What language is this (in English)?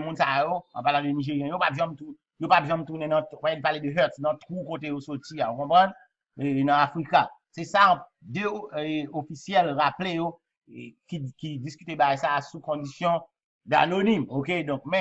Haitian Creole